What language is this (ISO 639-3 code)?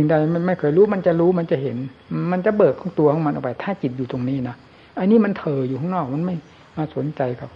tha